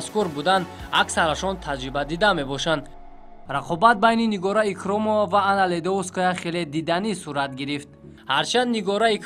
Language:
Tajik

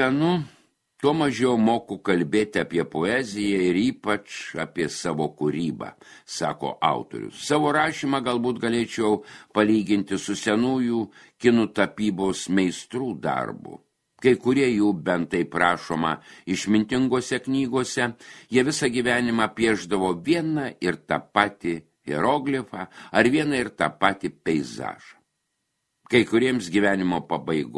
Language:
Lithuanian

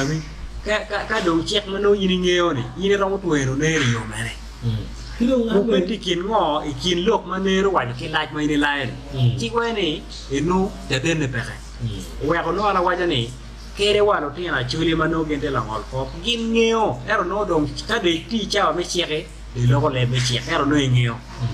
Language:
Acoli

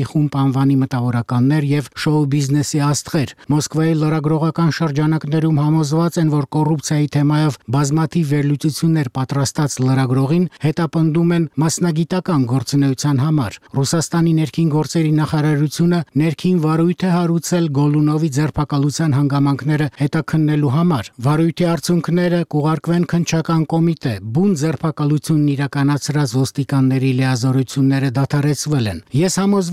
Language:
Armenian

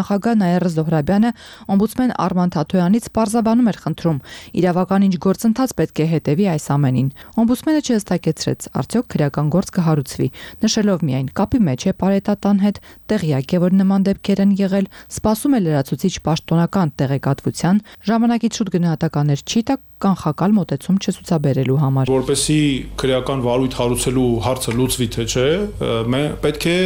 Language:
Armenian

